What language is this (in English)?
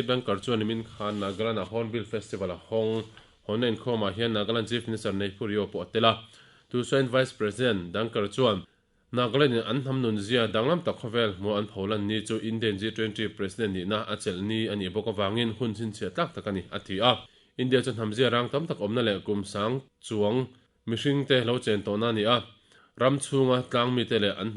Mizo